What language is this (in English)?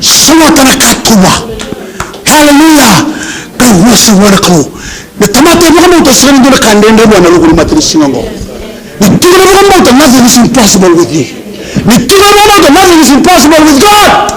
Fijian